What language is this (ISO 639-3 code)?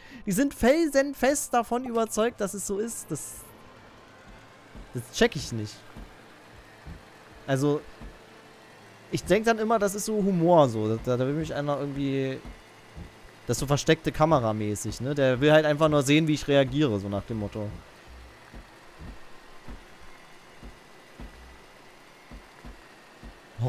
deu